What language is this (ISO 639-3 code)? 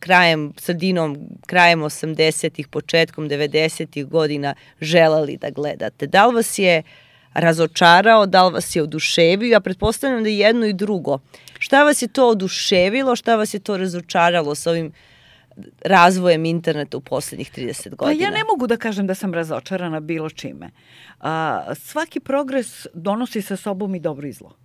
srp